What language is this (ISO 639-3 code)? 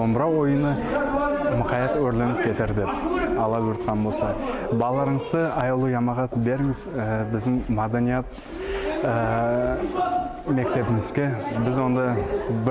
nog